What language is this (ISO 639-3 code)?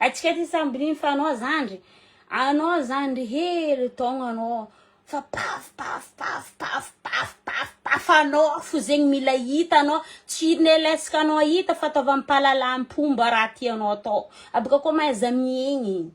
mlg